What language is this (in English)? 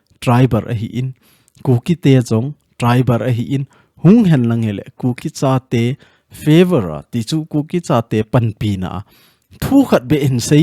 Thado Chin